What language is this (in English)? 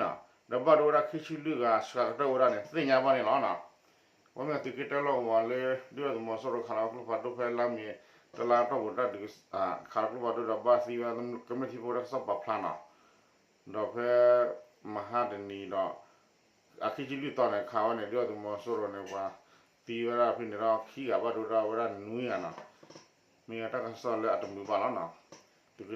S'gaw Karen